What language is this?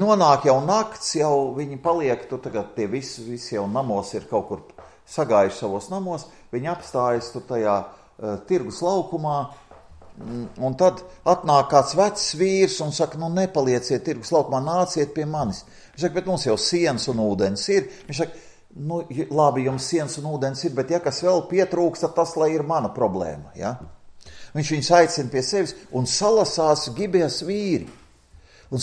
Latvian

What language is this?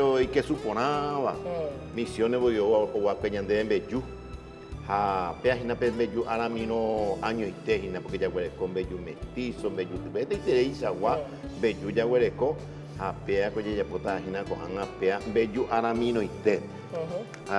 Guarani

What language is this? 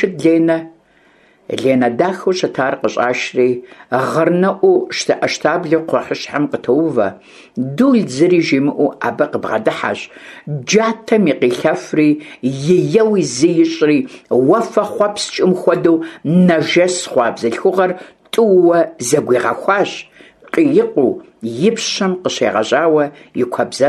Kabardian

